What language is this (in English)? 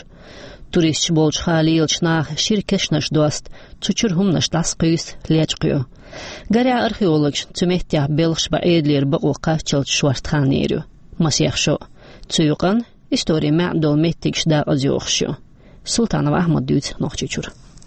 Chechen